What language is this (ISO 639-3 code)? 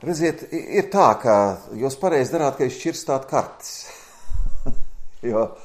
lav